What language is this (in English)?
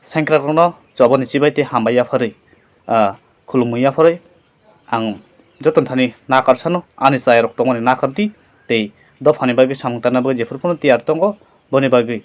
Kok Borok